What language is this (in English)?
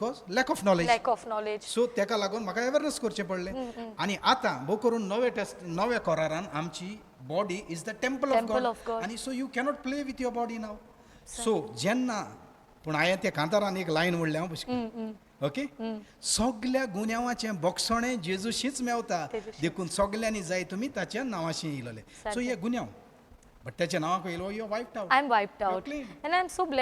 Konkani